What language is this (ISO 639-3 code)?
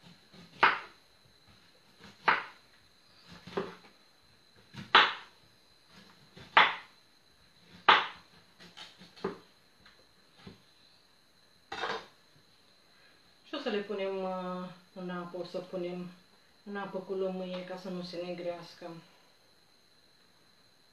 ron